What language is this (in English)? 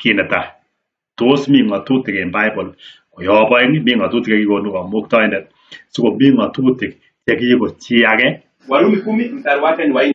Kalenjin